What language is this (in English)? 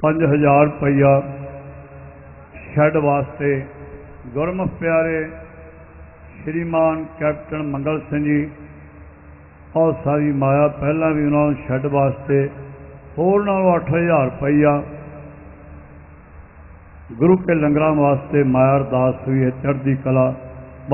Punjabi